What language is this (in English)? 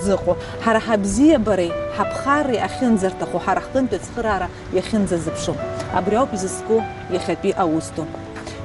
Abkhazian